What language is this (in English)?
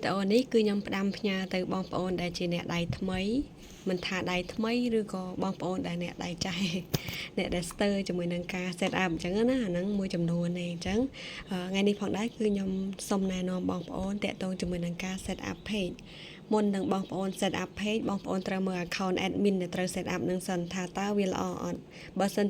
Khmer